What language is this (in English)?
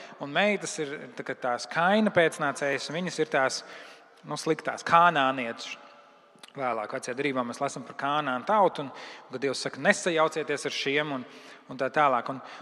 Latvian